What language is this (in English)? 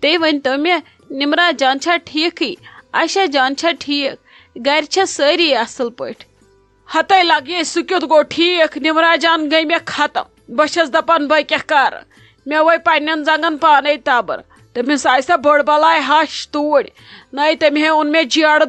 Kashmiri